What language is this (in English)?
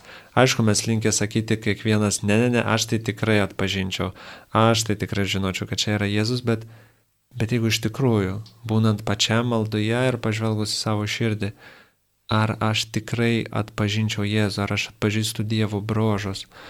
Lithuanian